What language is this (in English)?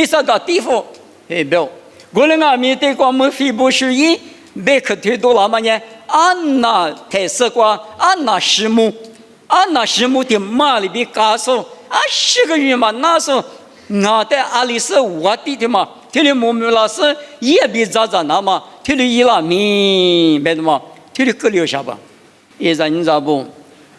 Lisu